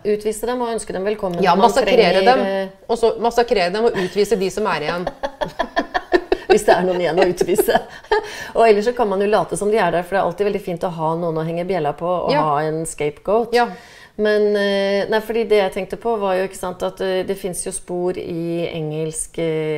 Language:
Norwegian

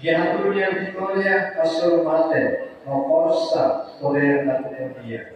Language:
Tetum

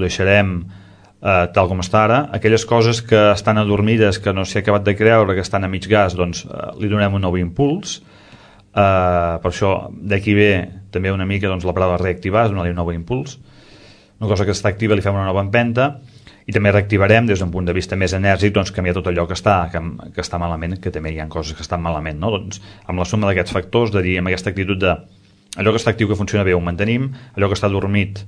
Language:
Catalan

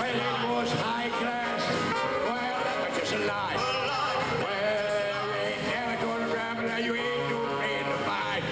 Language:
Limburgish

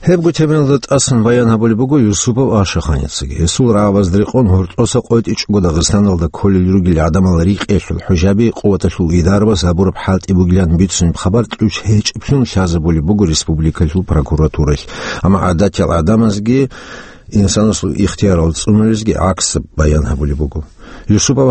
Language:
Avaric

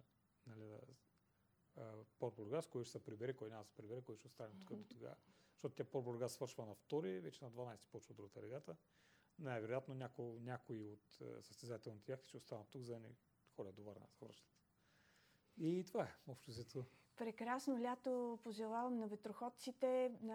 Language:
Bulgarian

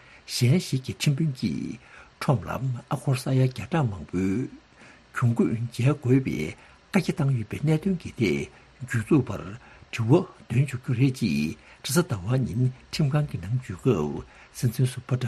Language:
Tibetan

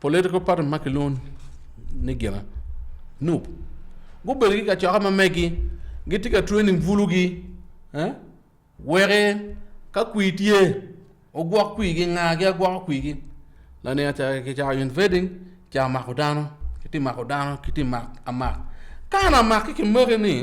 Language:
Acoli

